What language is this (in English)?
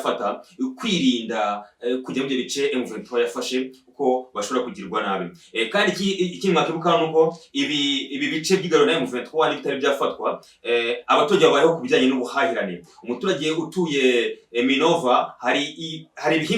Kinyarwanda